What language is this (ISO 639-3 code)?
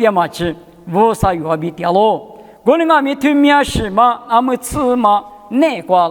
lis